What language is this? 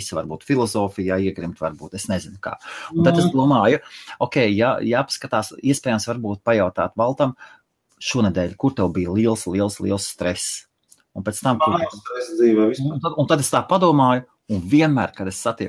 Latvian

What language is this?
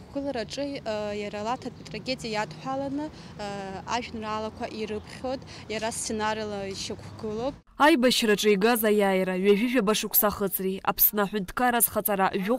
Abkhazian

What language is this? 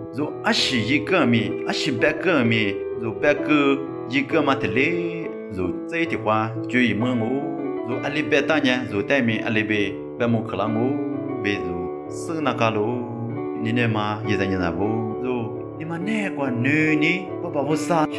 Lisu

